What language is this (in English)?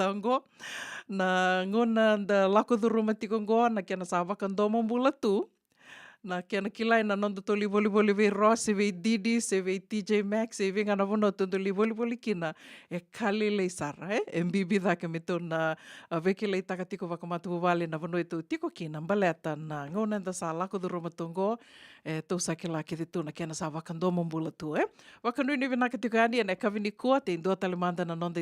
Fijian